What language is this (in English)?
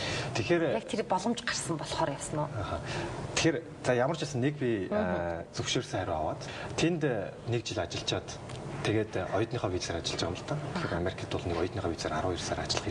Mongolian